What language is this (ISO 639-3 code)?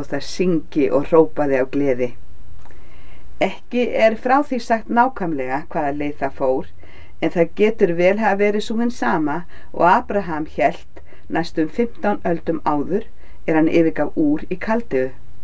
isl